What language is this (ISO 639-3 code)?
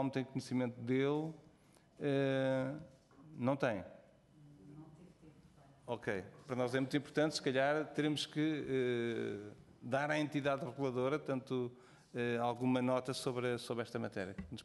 por